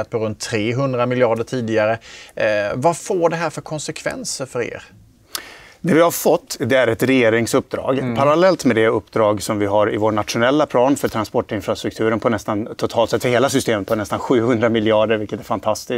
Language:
Swedish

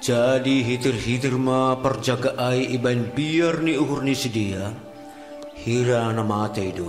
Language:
Batak Simalungun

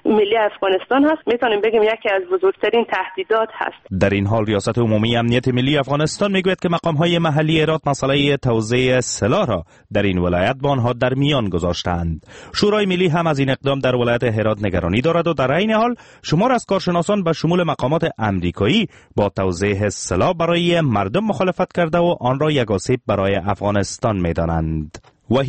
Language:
Persian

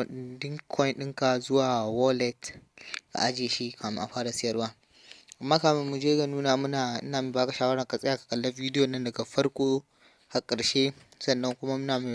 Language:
Hausa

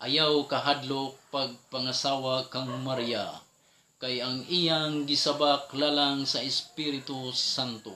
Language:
Cebuano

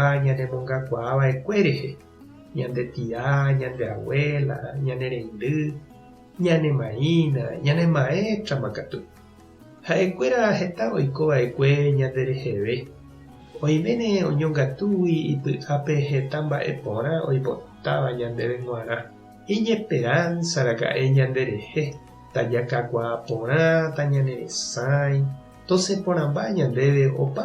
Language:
Guarani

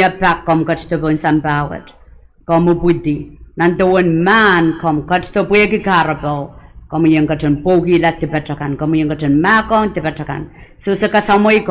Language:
Pohnpeian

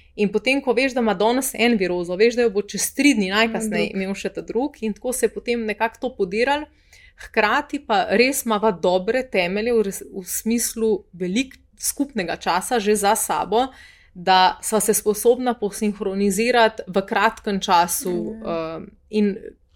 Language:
Slovenian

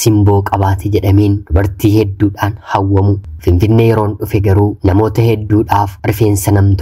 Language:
Oromo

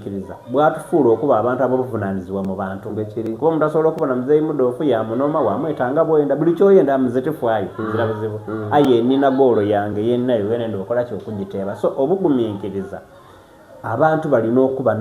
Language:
Soga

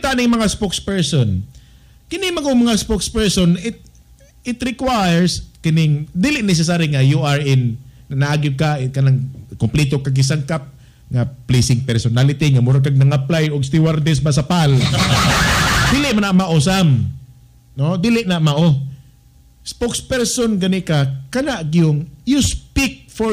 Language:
Cebuano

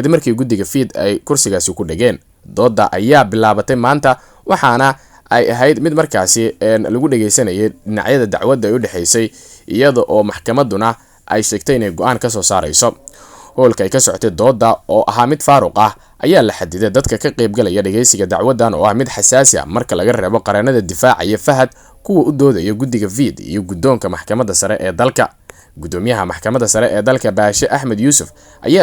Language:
Somali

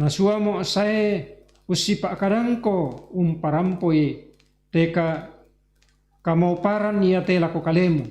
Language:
Toraja-Sa'dan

